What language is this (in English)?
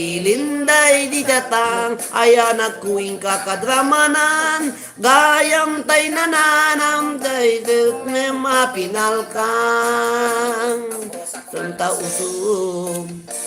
Iloko